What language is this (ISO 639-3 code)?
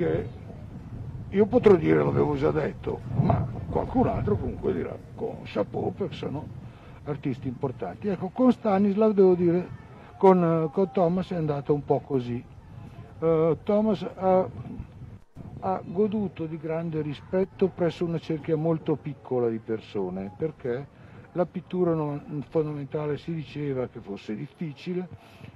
ita